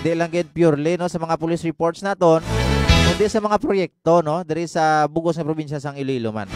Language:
Hiligaynon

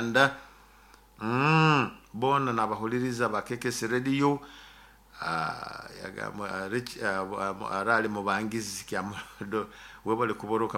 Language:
Nyoro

